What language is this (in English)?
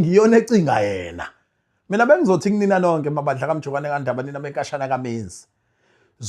Zulu